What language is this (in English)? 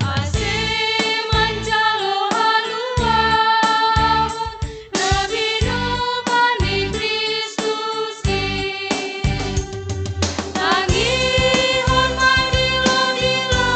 Batak Simalungun